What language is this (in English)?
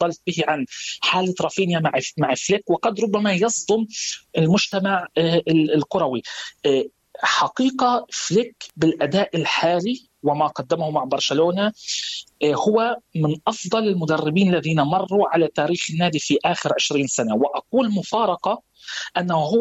Arabic